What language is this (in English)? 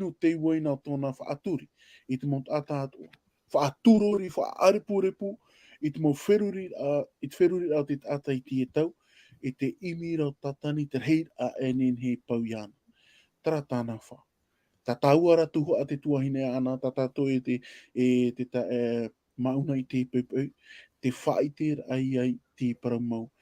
Tahitian